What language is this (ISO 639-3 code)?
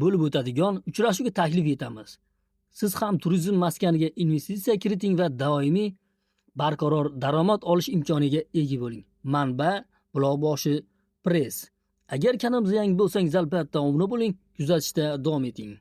uzb